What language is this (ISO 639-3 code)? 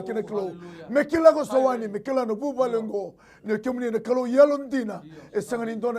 fij